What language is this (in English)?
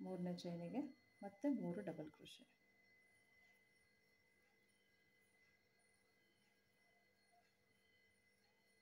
Kannada